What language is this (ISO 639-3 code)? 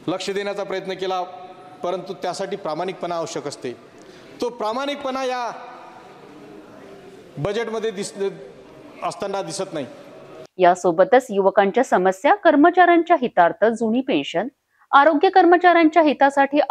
mar